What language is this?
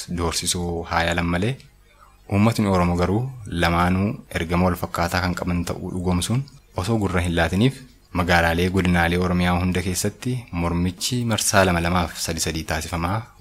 Oromo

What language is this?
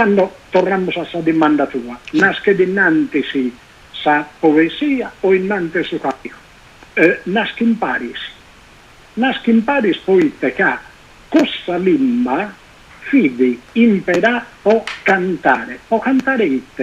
Sardinian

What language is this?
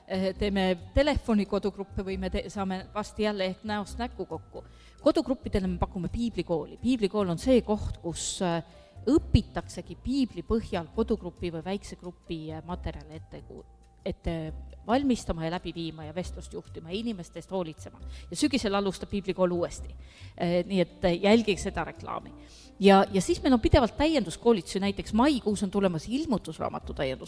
Estonian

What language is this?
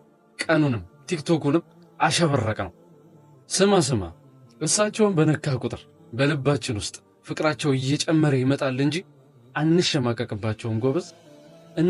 Amharic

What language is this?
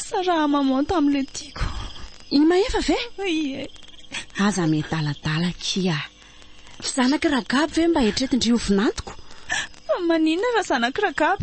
Malagasy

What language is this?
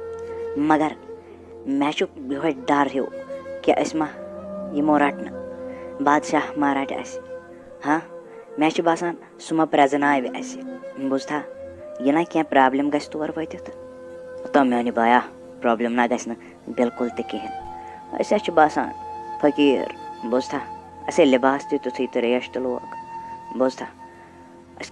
Kashmiri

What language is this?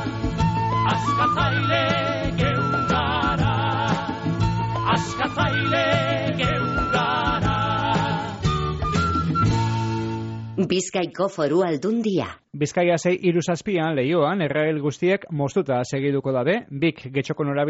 Basque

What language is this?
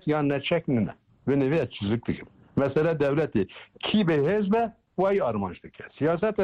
Kurdish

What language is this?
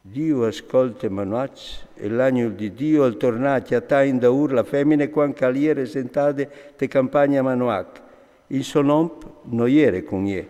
Friulian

